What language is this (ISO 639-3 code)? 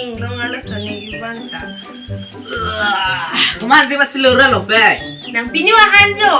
mjw